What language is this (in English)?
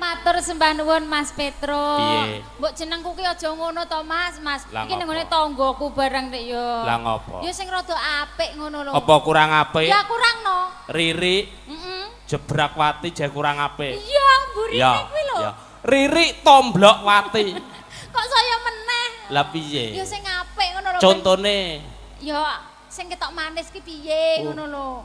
Javanese